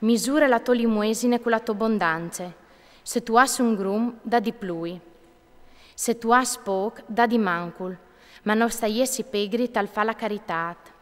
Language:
Friulian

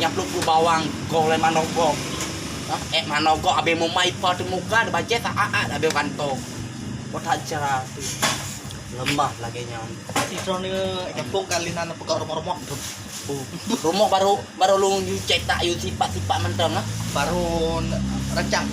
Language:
Achinese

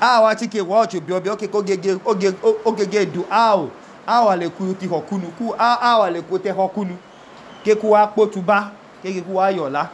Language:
Idoma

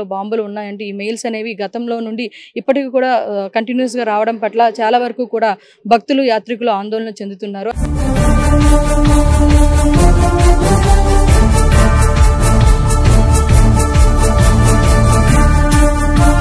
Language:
Telugu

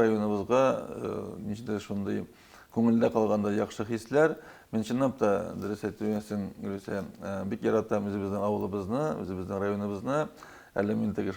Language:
Tatar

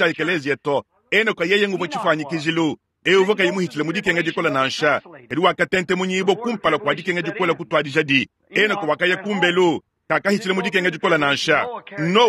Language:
Luba-Lulua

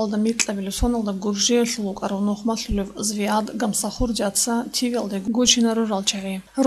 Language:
Avaric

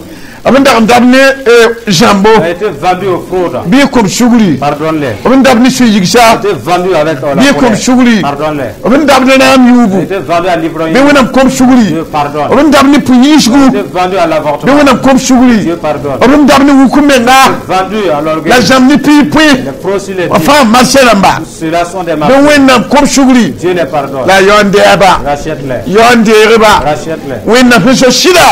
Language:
Mossi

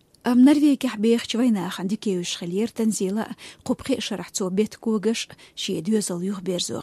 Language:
Chechen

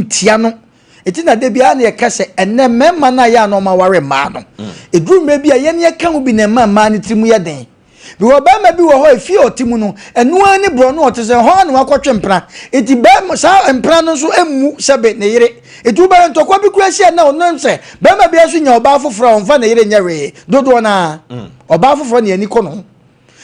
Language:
Akan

